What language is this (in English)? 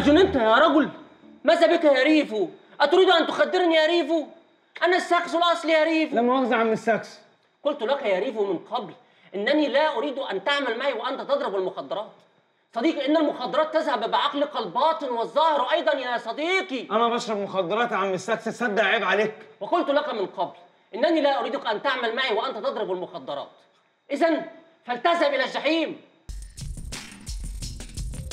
Egyptian Arabic